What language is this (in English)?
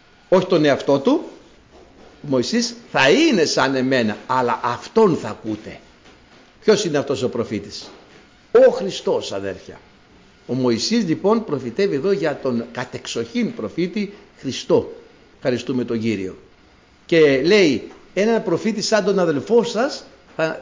Greek